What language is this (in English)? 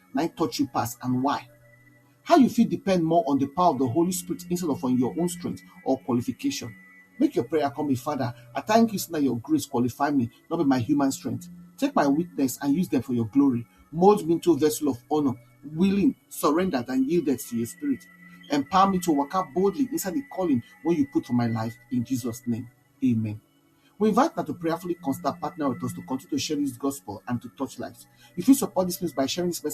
Nigerian Pidgin